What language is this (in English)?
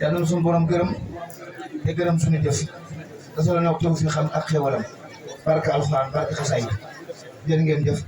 Wolof